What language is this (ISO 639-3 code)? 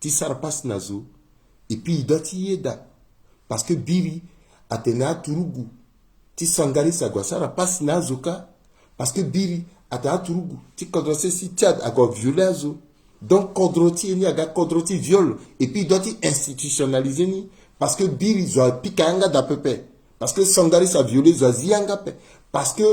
sag